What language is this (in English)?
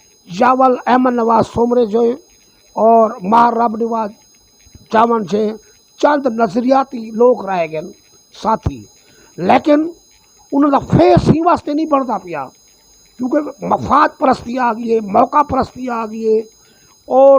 Saraiki